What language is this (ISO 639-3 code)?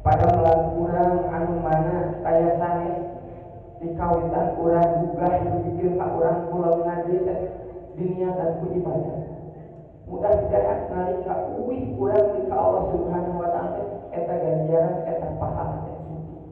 sun